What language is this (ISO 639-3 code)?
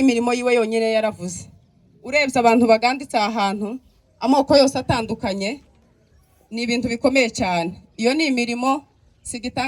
kin